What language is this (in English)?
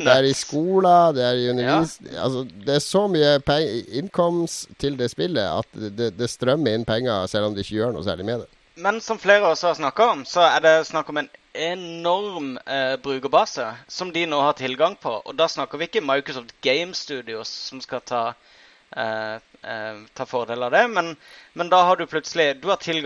Norwegian